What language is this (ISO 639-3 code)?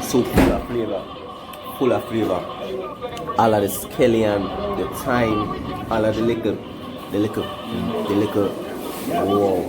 jam